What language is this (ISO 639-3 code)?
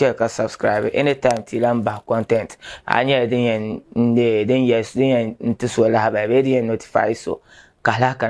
dag